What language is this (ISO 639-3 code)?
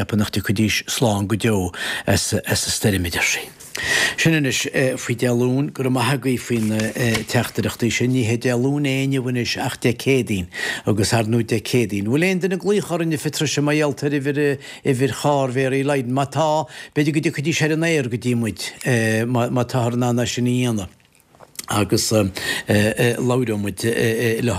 gle